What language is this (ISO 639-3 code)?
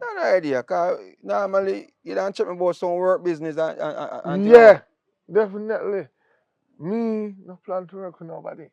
jam